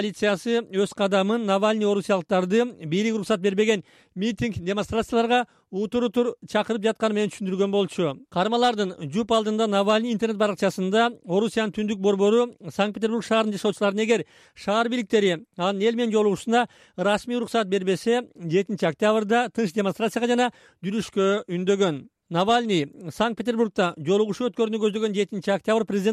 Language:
Kyrgyz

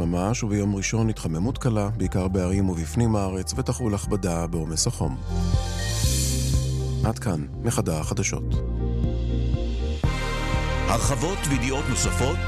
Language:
Hebrew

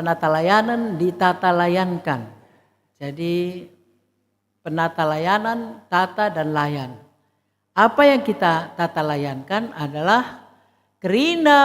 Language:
Batak Karo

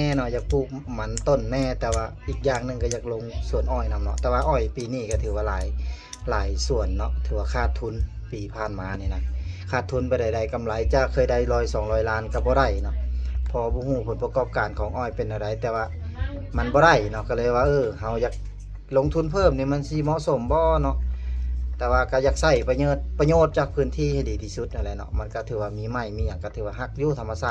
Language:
Lao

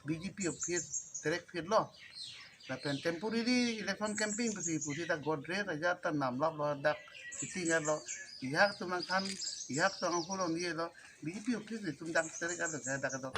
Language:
Karbi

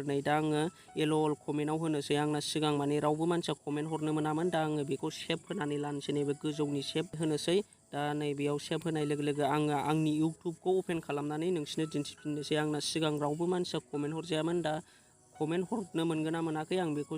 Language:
Bodo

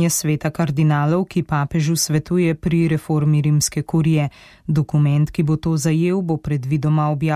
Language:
Slovenian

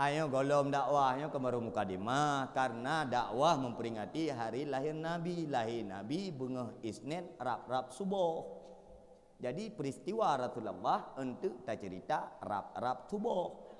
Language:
Achinese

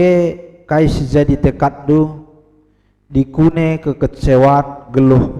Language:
Batak Karo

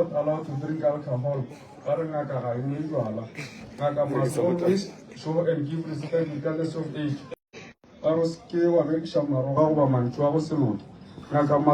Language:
Northern Sotho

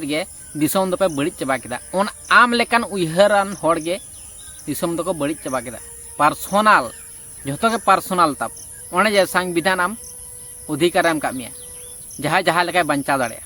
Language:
Santali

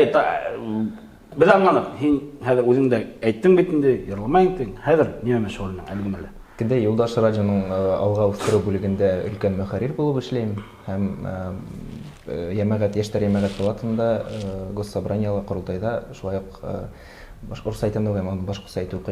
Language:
Bashkir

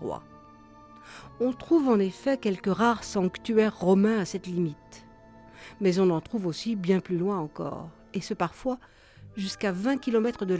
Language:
French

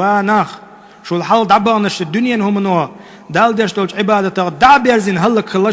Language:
Chechen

